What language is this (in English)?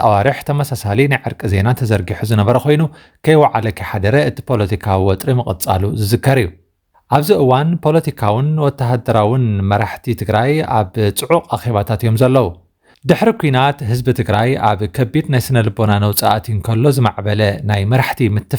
Tigrinya